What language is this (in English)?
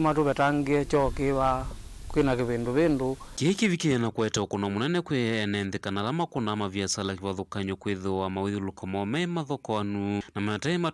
Kamba